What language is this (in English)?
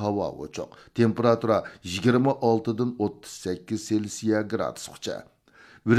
Uyghur